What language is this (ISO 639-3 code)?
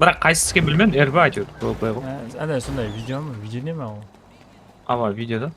kaa